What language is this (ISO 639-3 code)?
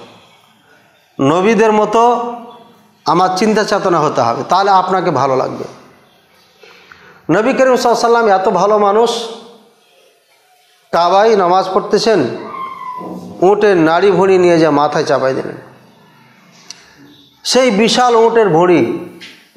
ben